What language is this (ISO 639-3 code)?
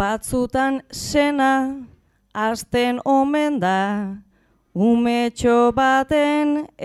eus